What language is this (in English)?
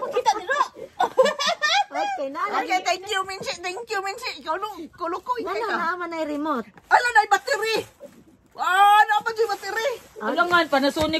Filipino